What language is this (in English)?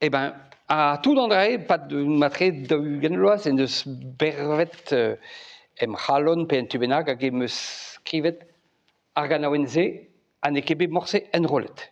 Breton